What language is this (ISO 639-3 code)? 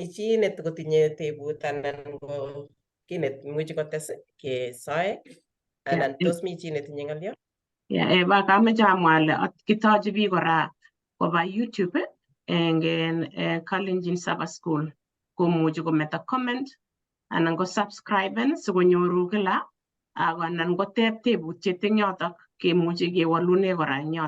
kln